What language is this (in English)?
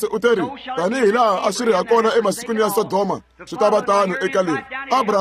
Tsonga